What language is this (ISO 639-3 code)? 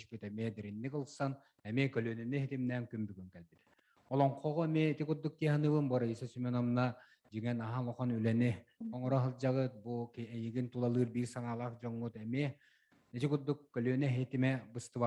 sah